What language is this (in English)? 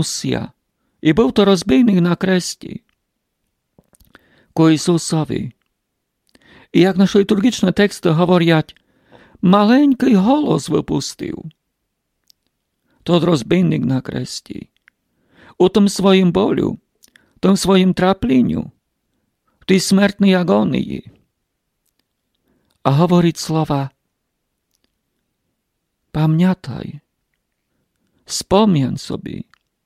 Rusyn